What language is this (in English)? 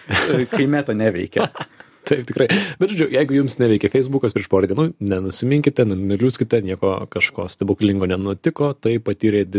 Lithuanian